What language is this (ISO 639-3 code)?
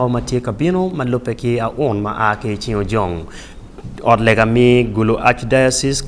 ach